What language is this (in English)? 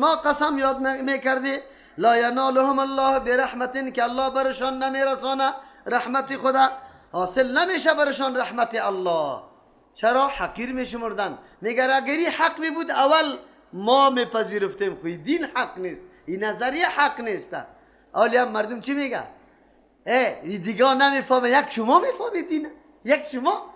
Persian